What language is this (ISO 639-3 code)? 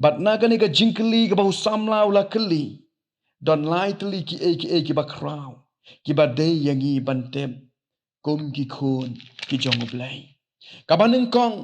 kha